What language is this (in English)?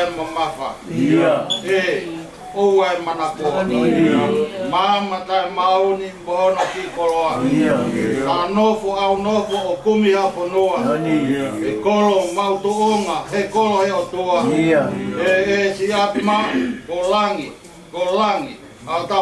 Tongan